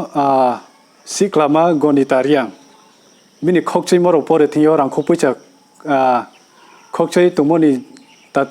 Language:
Riang (India)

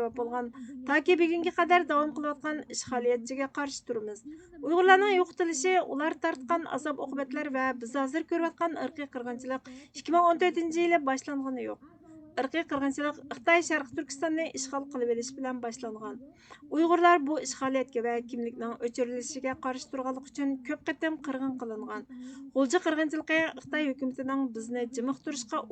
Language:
Uyghur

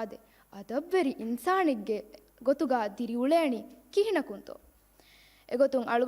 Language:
Divehi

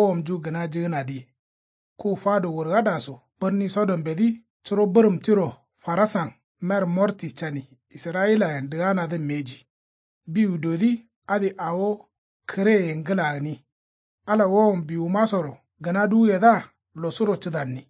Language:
Kanuri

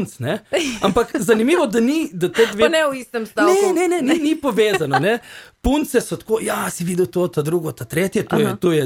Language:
Slovenian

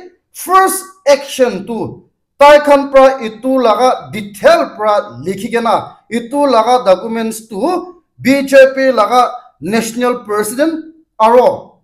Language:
Naga Pidgin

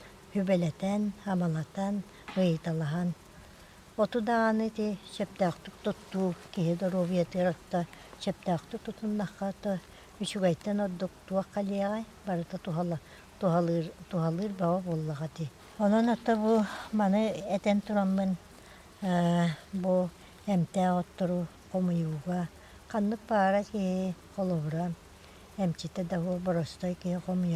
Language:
Yakut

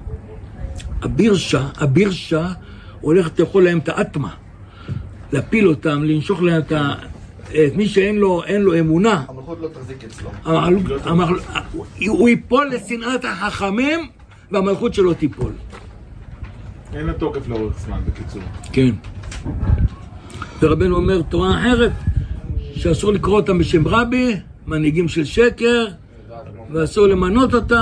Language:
Hebrew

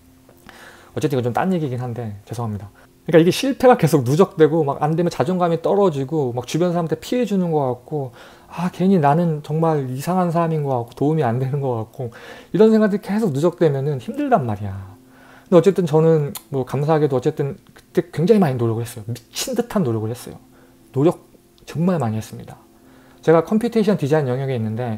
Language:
Korean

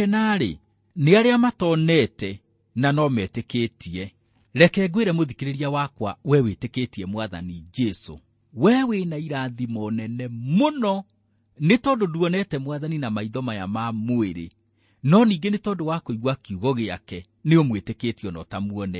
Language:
Kikuyu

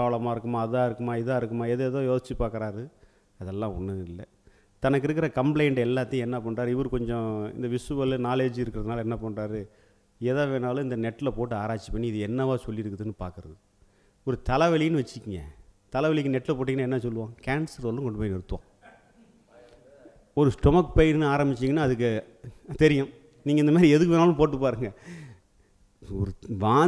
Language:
Tamil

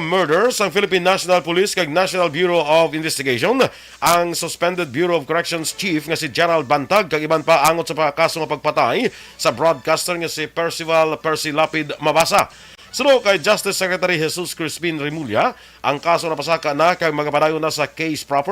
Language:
Hiligaynon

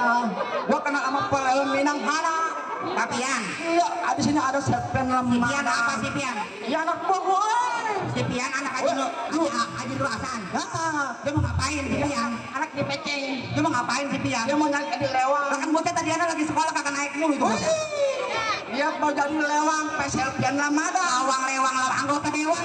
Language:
Betawi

